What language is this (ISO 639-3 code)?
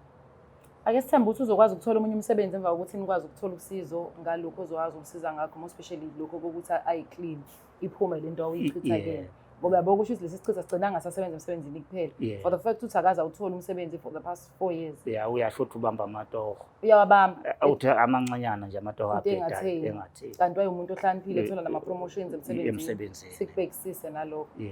zul